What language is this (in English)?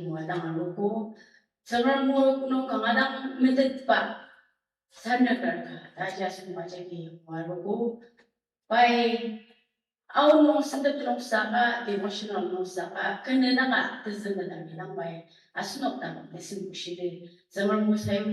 Ao Naga